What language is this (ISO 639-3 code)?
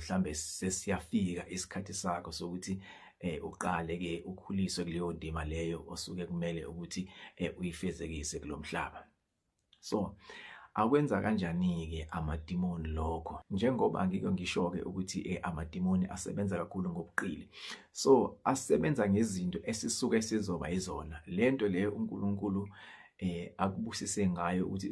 zul